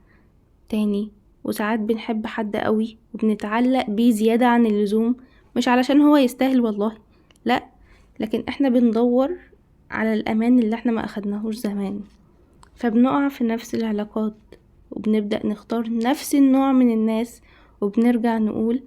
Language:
Egyptian Arabic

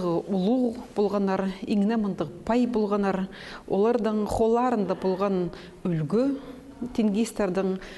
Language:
Khakas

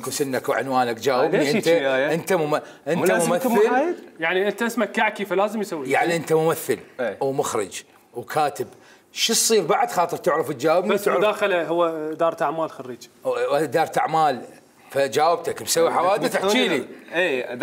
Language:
Mesopotamian Arabic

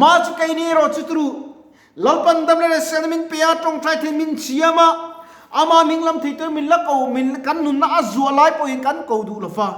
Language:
Mizo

